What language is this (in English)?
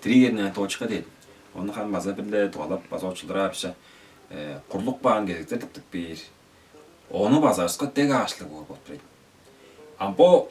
Tuvinian